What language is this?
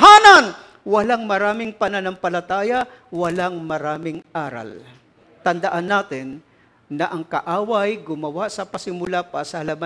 Filipino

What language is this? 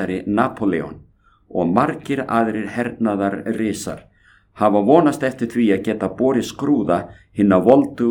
Icelandic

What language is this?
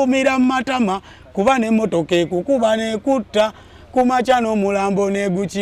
Ganda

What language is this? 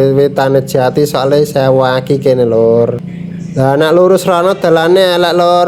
Javanese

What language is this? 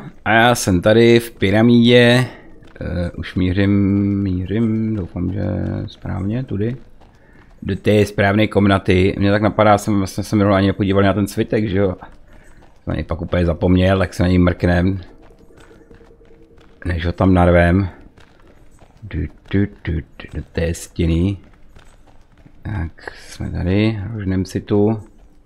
Czech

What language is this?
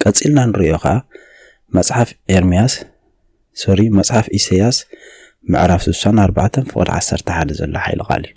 Tigrinya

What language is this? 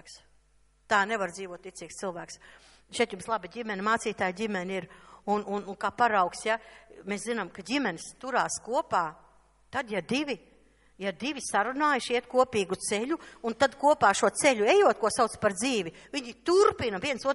Latvian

